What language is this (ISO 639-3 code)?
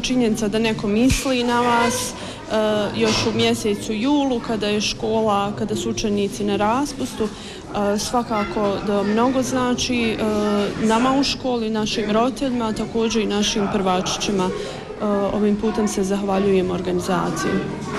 bos